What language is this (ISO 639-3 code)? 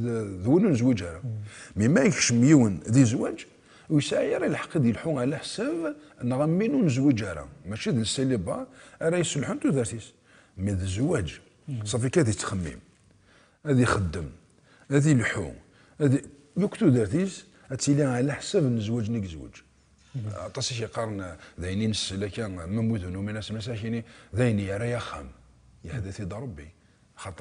kab